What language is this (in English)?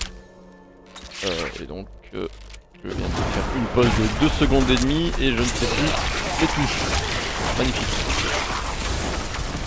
French